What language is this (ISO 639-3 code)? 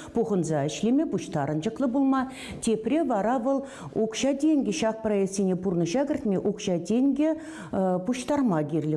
chv